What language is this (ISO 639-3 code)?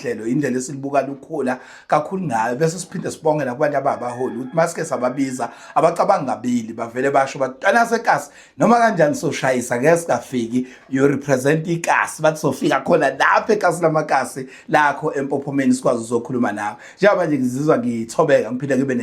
zul